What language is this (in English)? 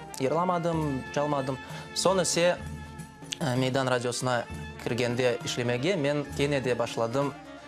Crimean Tatar